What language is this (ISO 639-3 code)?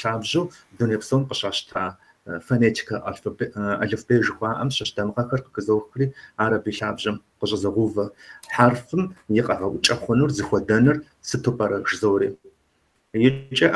kbd